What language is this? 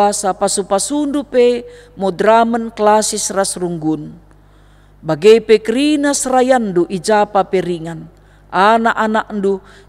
Batak Karo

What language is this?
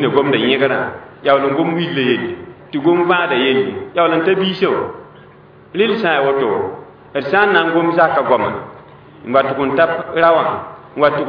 Mossi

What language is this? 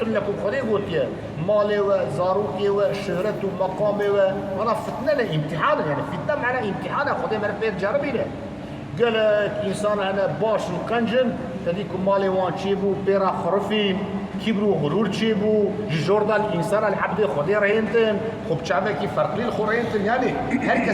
Kurdish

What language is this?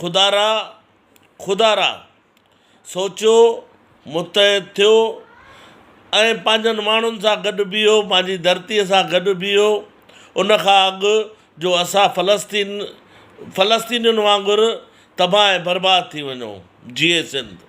Sindhi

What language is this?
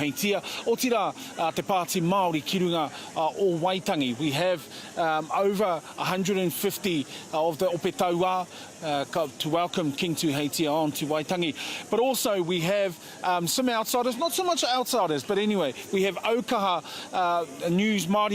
Māori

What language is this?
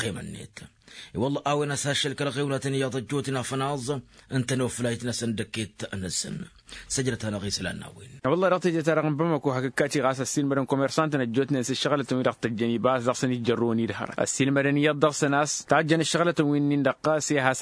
Tamasheq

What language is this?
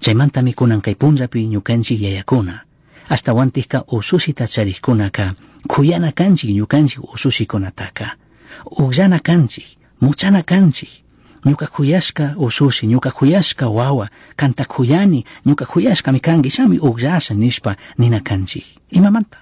Chimborazo Highland Quichua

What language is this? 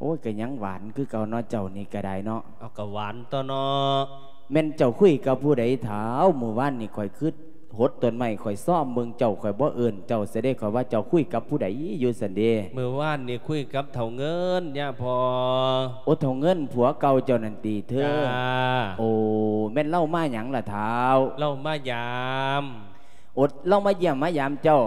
Lao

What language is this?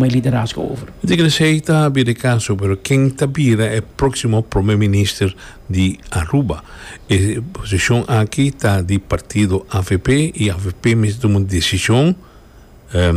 Papiamento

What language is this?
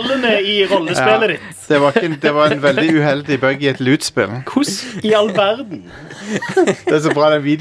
Norwegian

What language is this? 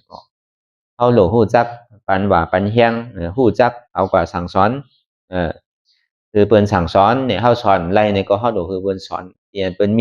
Shan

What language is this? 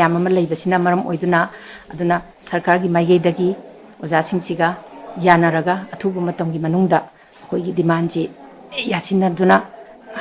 Manipuri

